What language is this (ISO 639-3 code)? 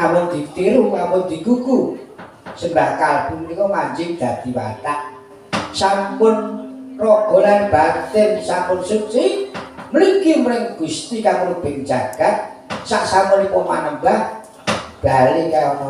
jav